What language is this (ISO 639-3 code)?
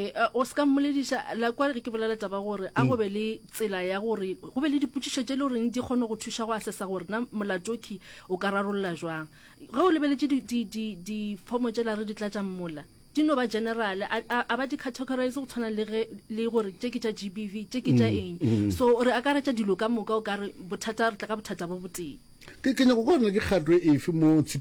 nso